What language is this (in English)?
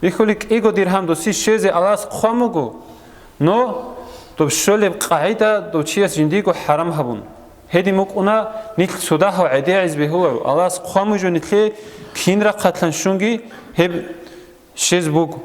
Avaric